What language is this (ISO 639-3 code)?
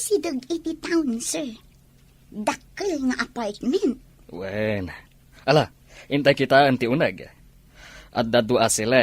ilo